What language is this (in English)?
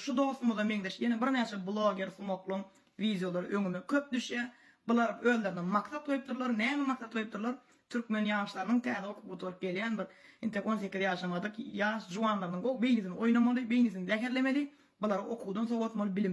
Turkmen